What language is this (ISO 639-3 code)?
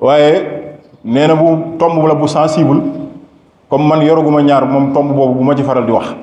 wol